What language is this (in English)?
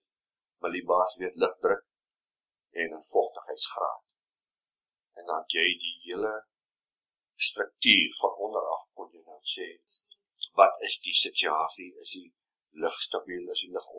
Afrikaans